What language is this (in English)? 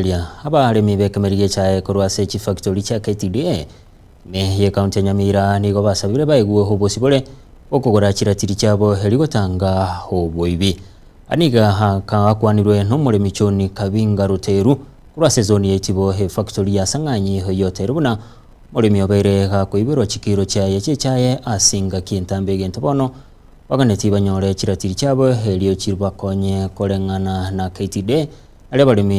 Gusii